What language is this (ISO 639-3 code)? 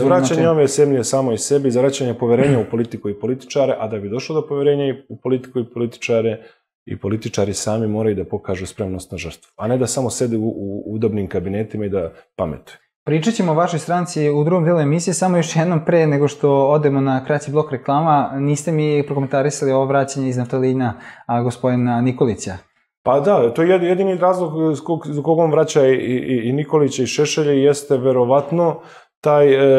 srp